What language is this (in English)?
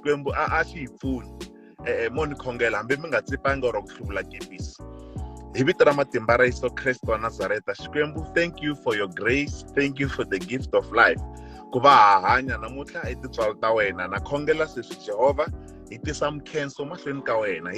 Tsonga